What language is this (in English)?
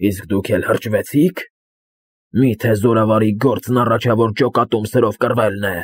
Armenian